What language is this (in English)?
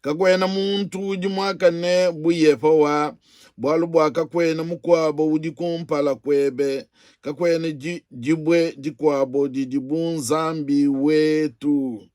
Luba-Lulua